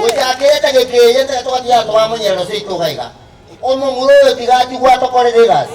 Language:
Gusii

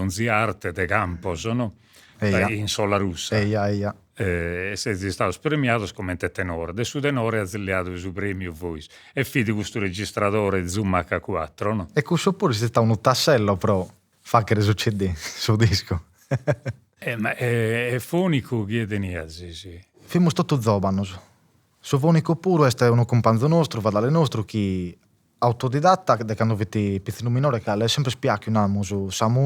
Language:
Sardinian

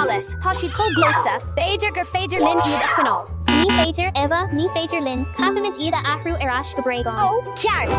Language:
Irish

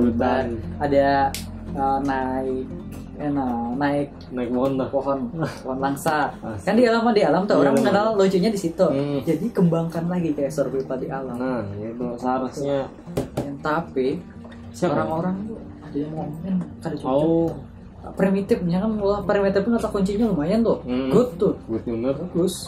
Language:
Banjar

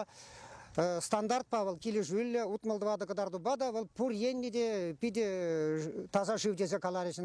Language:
Chuvash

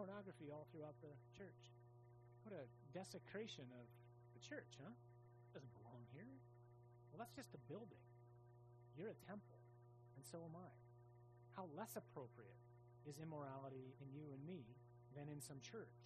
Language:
English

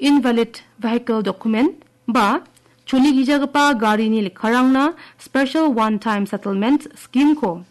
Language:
Garo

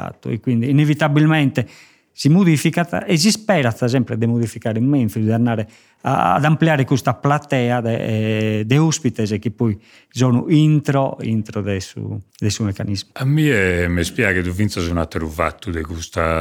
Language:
Sardinian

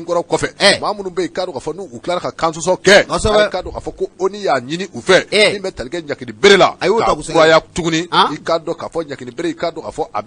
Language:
Bambara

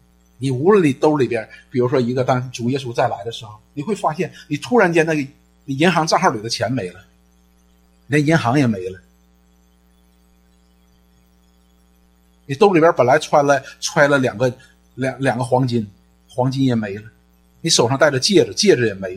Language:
Chinese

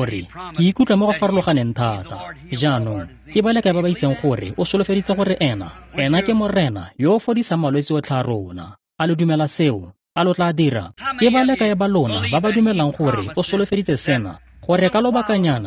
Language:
Tswana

